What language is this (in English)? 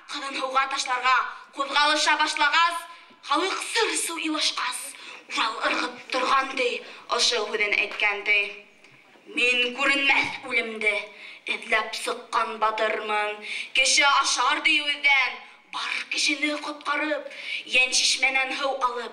Bashkir